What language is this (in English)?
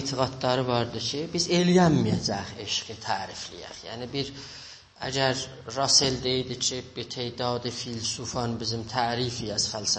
South Azerbaijani